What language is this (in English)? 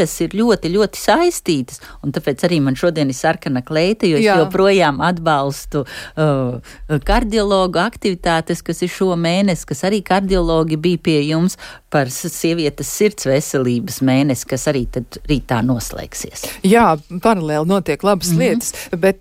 Latvian